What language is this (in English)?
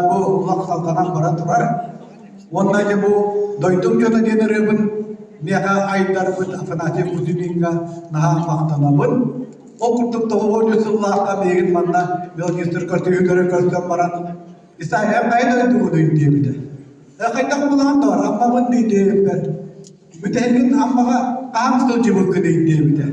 Yakut